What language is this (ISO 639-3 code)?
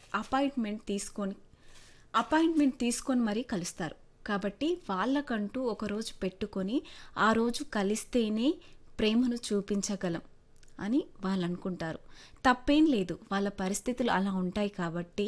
tel